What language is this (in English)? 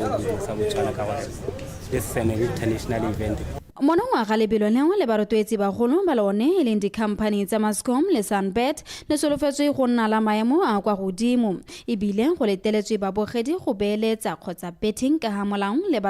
Tswana